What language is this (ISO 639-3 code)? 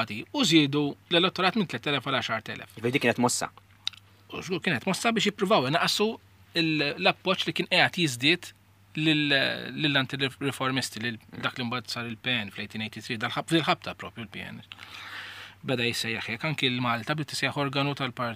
mlt